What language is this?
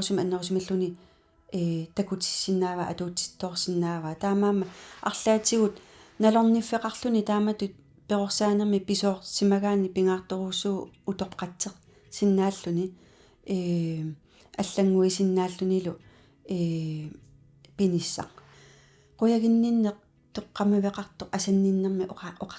Kalaallisut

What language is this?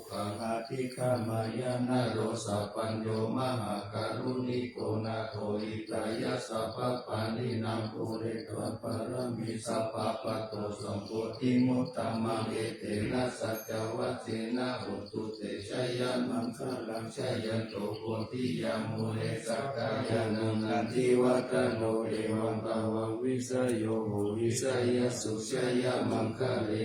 Pali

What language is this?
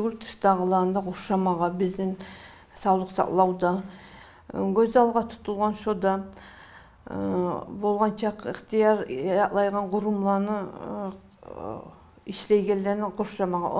Kumyk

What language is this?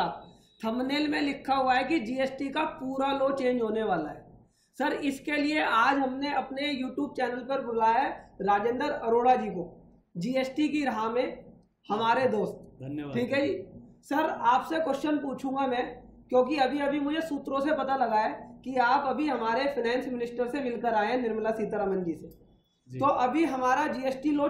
Hindi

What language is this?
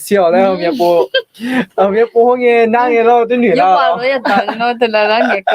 Akha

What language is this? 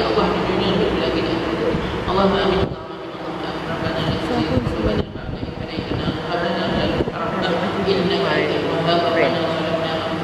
Malay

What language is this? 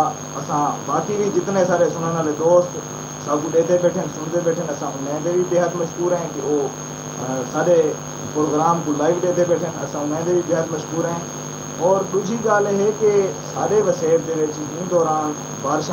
Saraiki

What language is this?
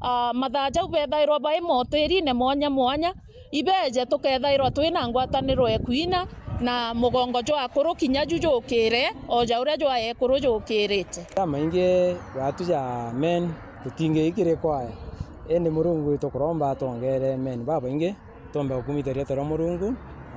Meru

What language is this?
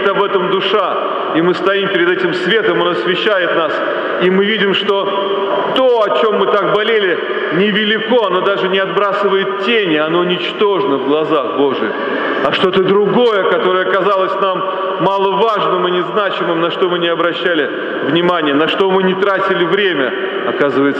Russian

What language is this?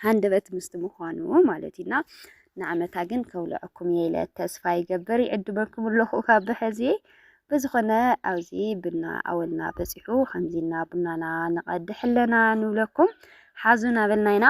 Tigrinya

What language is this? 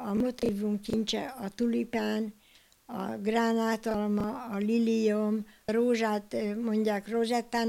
Hungarian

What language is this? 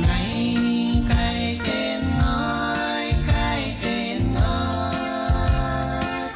Pohnpeian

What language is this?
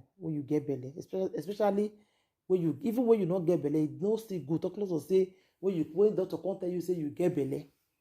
Nigerian Pidgin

